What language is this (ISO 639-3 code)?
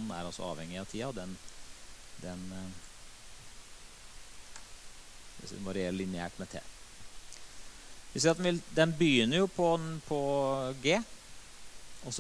nor